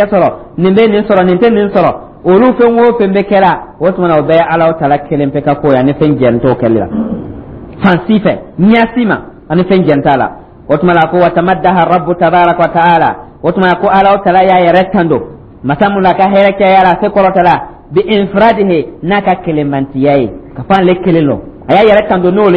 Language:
Dyula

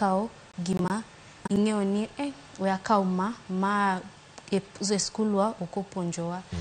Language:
Luo (Kenya and Tanzania)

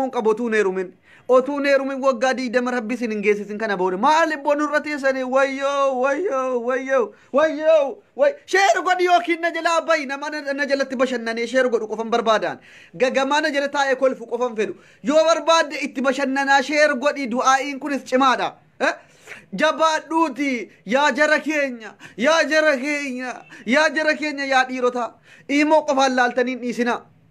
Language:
Oromo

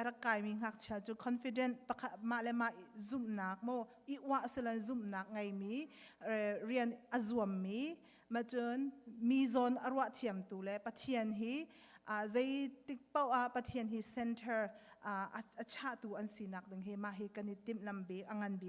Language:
Hakha Chin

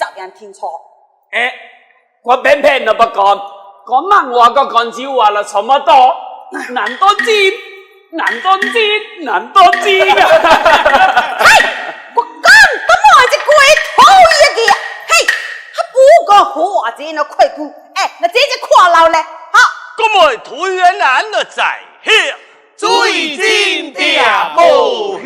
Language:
Pu-Xian Chinese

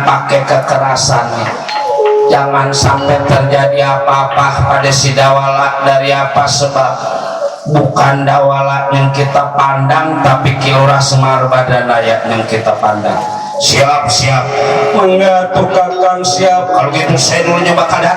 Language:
Betawi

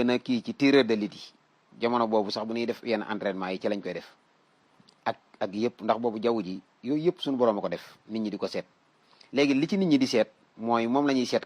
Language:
Wolof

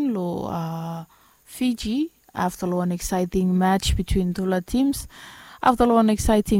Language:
Bislama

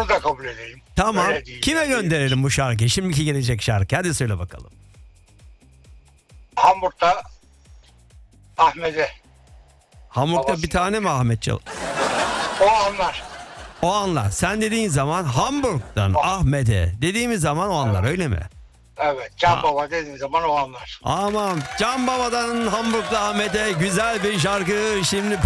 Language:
Turkish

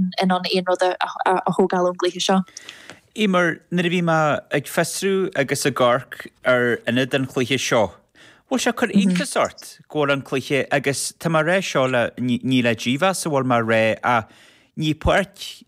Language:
Irish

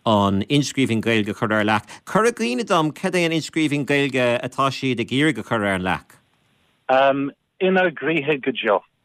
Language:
Irish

